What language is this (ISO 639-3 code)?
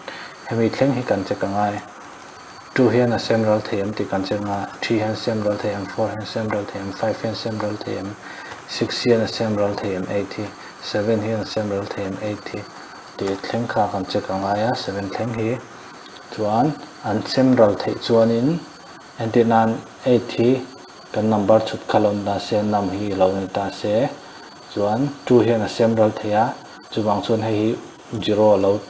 lus